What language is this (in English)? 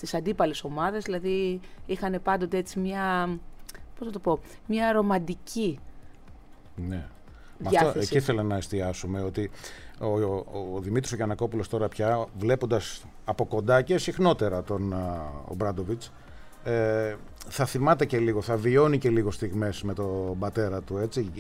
Greek